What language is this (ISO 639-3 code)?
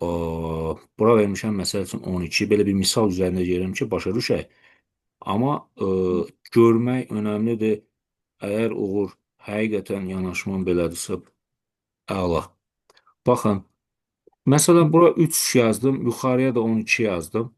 aze